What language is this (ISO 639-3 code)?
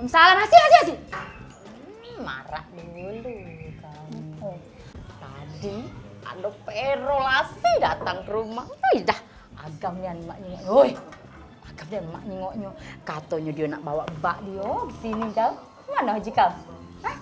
mui